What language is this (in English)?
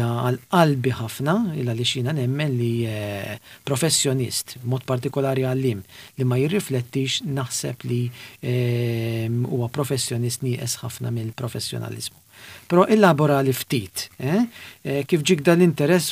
Maltese